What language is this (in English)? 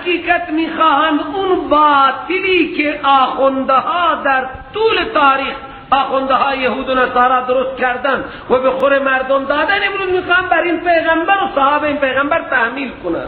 Persian